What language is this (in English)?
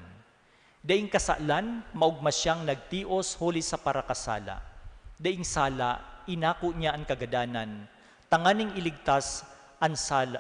Bikol